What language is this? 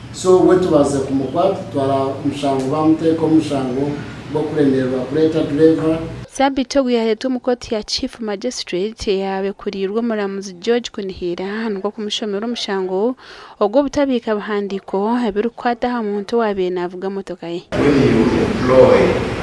Nyankole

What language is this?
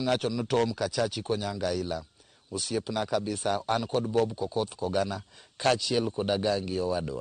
Luo (Kenya and Tanzania)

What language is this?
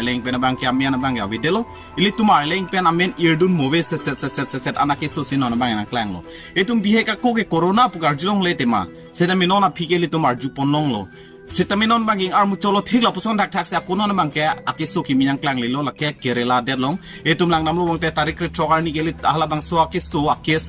Karbi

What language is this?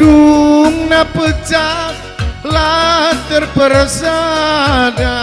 Batak Karo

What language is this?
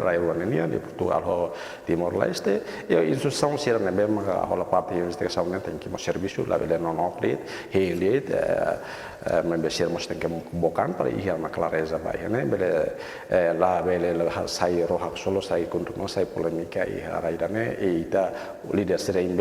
Tetum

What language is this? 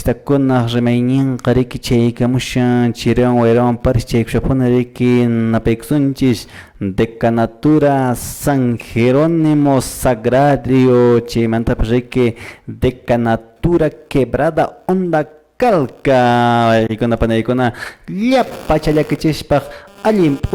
Quechua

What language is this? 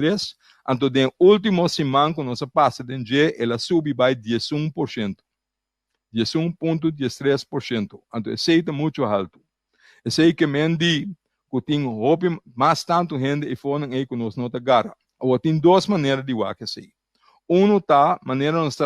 Papiamento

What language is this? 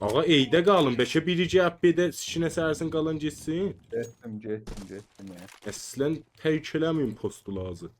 South Azerbaijani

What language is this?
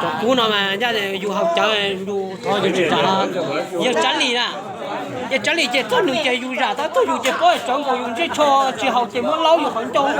Hmong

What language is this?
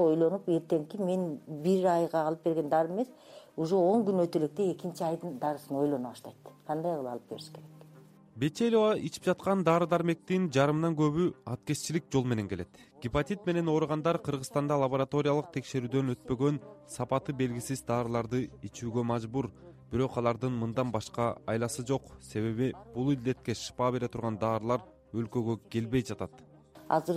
Kyrgyz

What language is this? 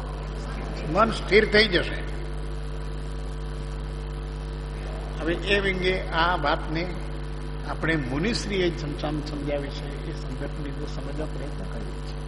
Gujarati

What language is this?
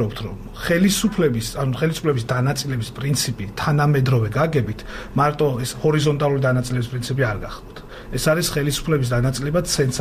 Georgian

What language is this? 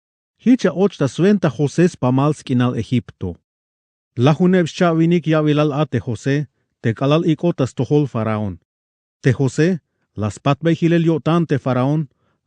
Tzeltal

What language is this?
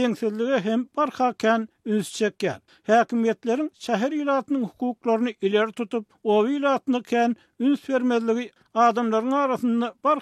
Turkmen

